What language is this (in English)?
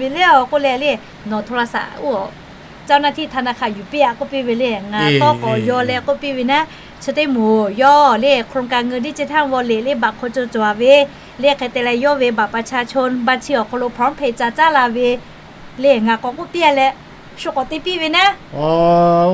Lahu